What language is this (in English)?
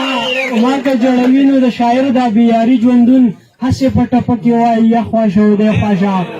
Pashto